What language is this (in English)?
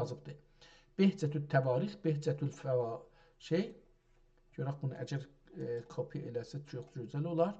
South Azerbaijani